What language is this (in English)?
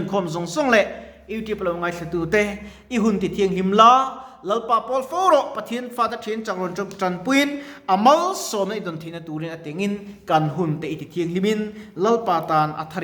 Mizo